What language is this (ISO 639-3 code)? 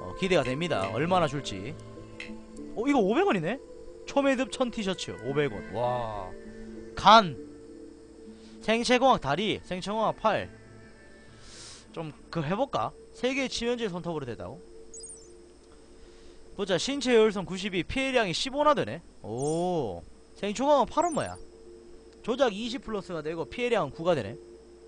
kor